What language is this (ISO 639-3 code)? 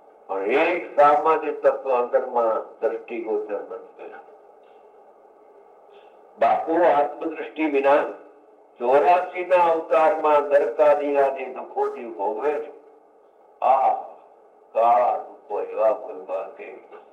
guj